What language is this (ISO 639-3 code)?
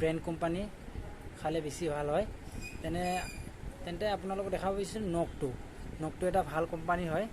asm